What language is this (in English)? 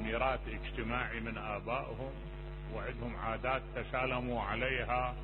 Mesopotamian Arabic